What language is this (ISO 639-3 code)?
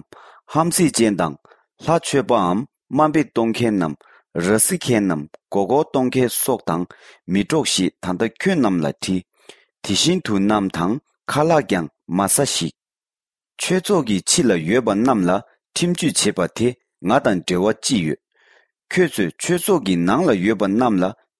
bod